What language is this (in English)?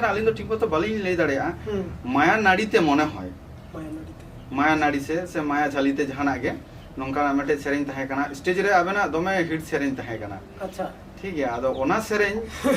Santali